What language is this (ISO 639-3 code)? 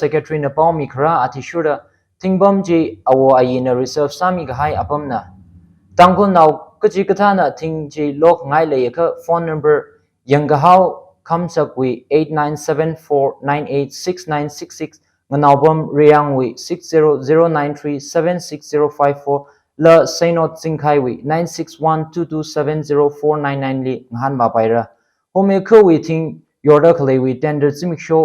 nmf